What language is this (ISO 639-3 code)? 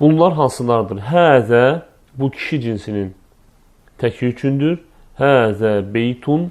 aze